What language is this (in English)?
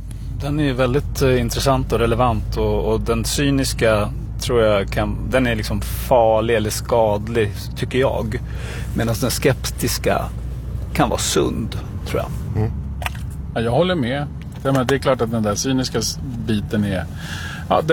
Swedish